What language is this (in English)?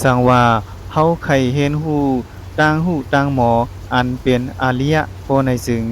Shan